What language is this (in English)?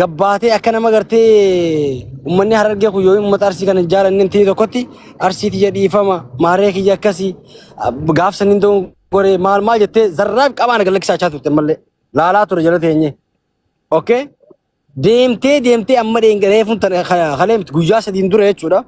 Oromo